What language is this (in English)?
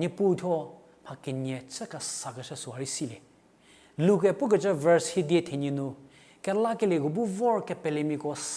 Angami Naga